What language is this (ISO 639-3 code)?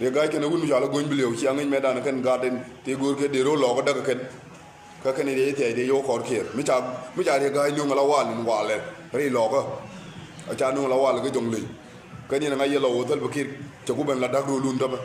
nus